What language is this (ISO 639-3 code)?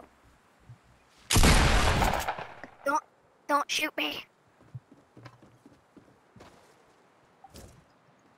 eng